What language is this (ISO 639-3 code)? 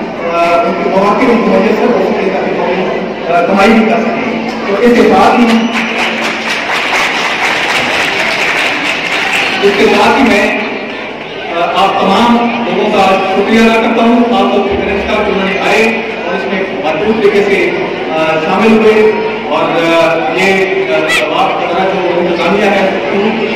urd